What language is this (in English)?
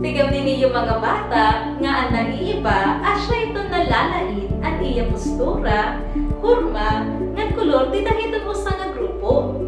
Waray